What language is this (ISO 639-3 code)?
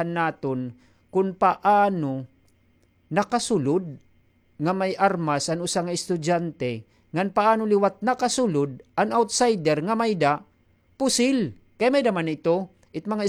war